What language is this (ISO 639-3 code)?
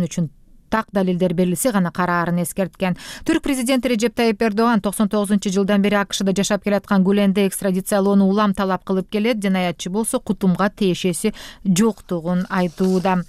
kir